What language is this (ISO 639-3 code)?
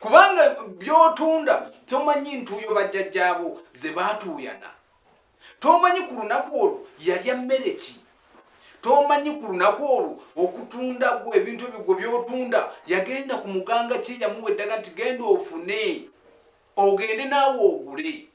lug